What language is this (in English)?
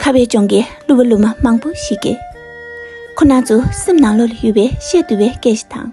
Tibetan